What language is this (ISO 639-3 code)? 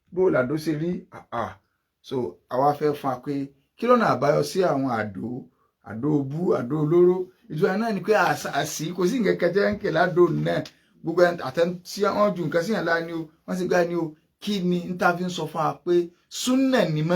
yor